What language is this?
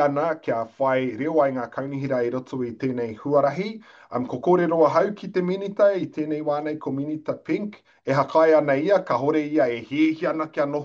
Māori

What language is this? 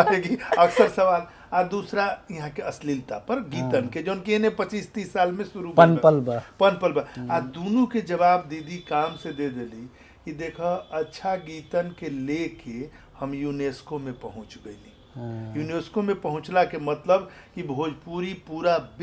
Bhojpuri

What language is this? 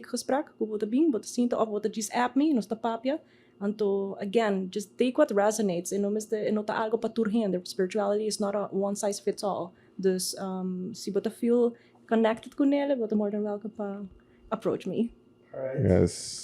Papiamento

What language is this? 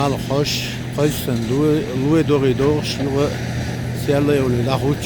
Chechen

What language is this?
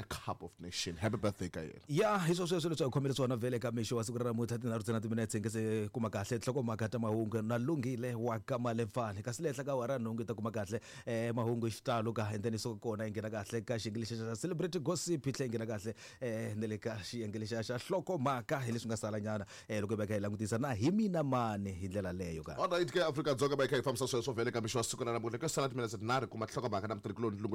Tsonga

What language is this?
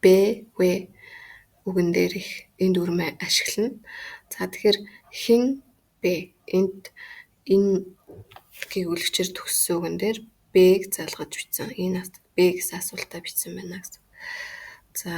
Mongolian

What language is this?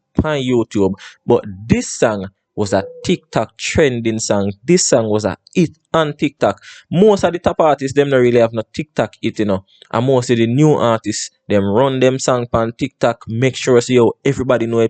Jamaican Creole English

